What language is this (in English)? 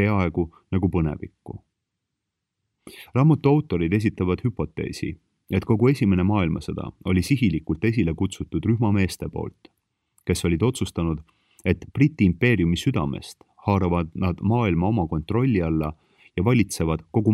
Estonian